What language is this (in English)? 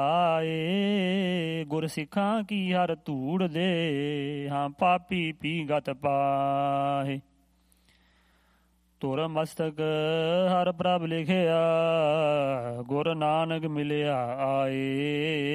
Punjabi